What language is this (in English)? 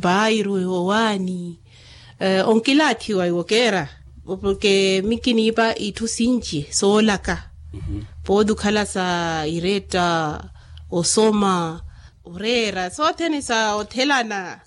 Makhuwa